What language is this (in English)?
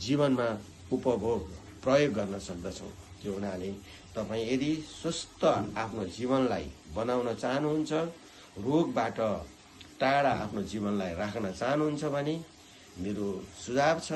Nepali